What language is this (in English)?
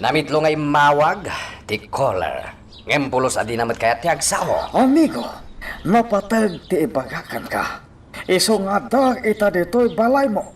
Iloko